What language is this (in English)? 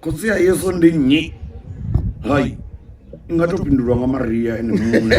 Venda